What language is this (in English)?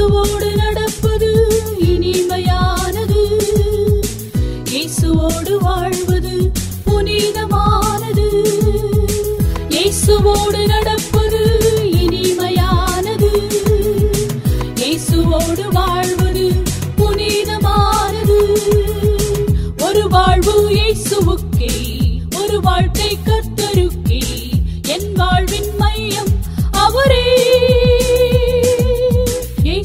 Tamil